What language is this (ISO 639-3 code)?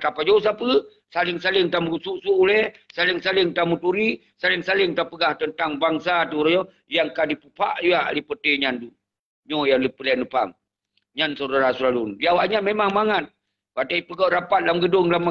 ace